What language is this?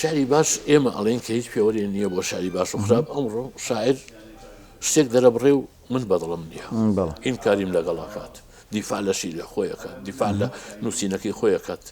Central Kurdish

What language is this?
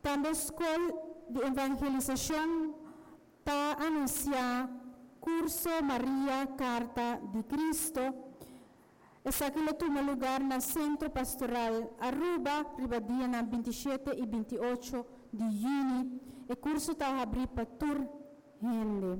Papiamento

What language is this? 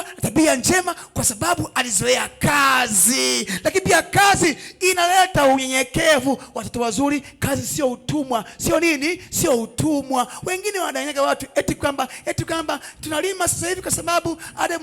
Swahili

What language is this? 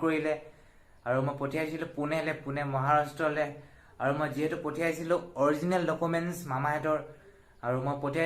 Assamese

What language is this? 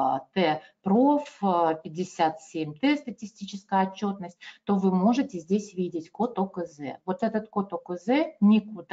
Russian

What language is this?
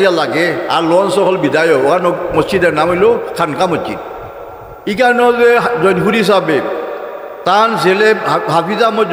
Sylheti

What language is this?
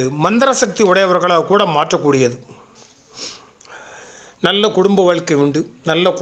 Tamil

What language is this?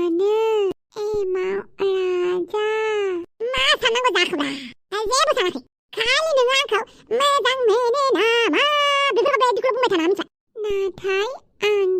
Bodo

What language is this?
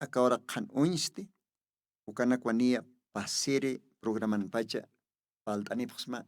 Aymara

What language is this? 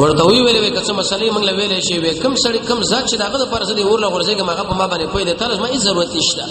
Pashto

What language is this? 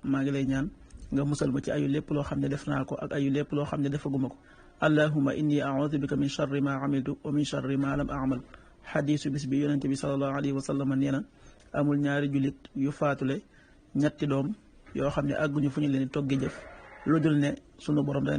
Wolof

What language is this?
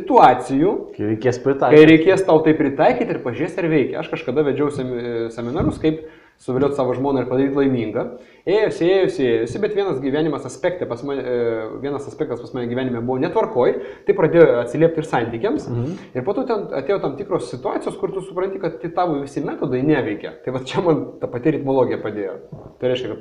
Lithuanian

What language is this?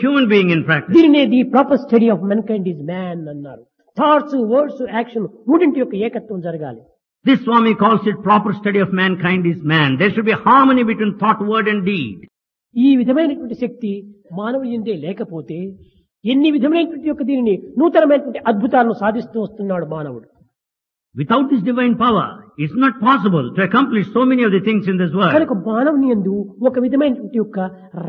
Telugu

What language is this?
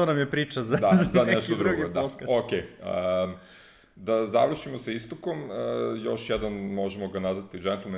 Serbian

